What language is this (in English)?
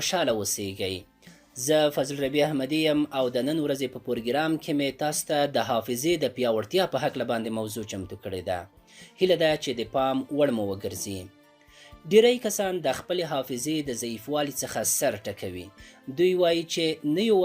Pashto